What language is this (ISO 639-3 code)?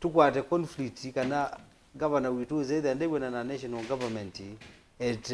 kam